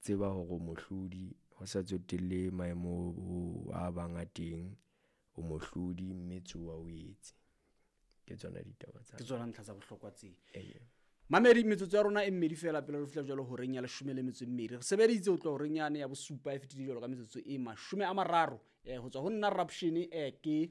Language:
Southern Sotho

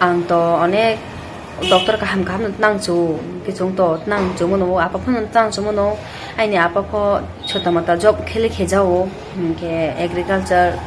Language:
Riang (India)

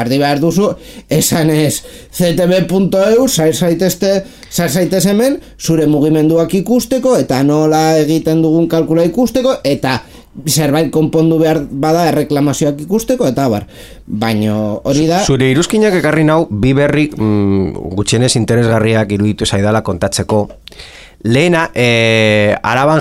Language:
Basque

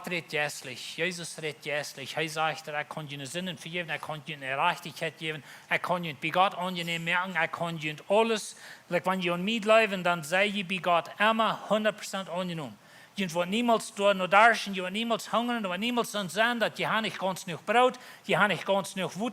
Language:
Plautdietsch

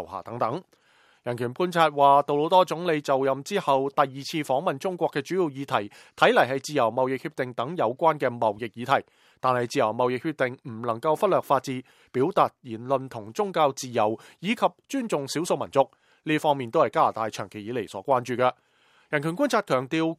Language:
Cantonese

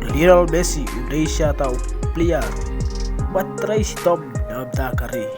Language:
Khasi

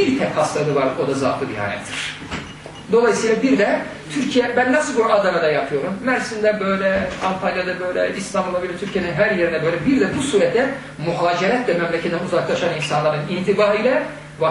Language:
Turkish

